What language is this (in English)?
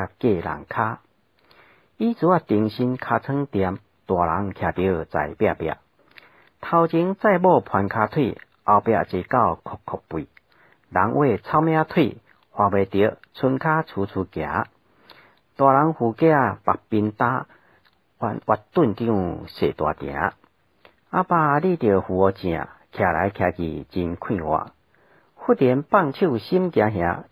Min Nan Chinese